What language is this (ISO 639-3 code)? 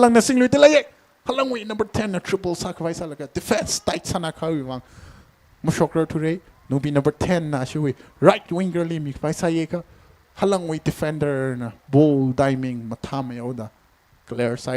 nmf